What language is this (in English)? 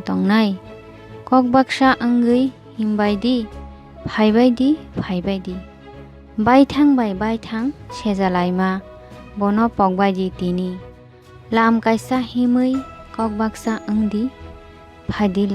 Kok Borok